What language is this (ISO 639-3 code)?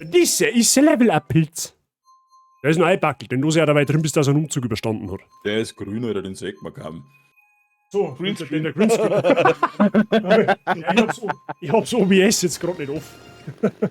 bar